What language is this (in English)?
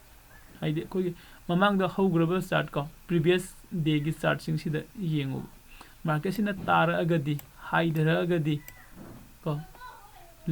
Manipuri